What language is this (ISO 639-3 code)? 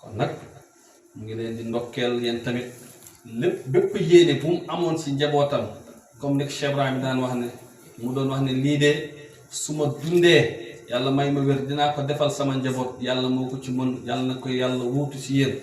wol